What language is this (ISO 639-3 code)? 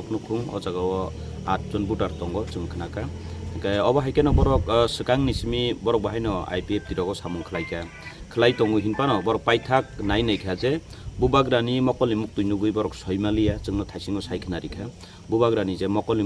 trp